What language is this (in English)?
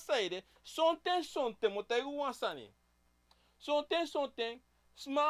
Sranan Tongo